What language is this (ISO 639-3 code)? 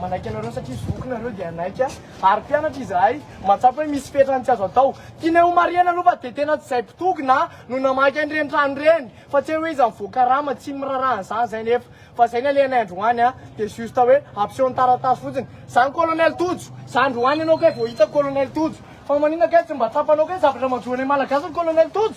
mlg